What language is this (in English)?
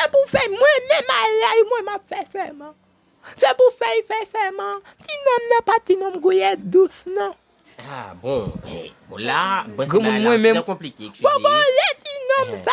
Haitian Creole